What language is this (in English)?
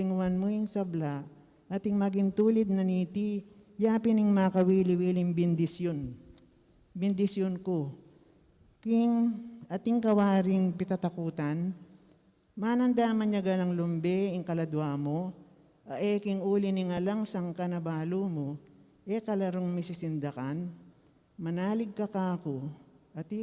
Pampanga